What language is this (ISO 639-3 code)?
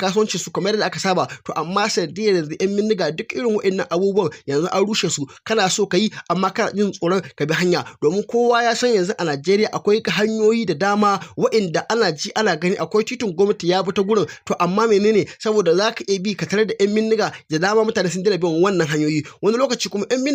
hau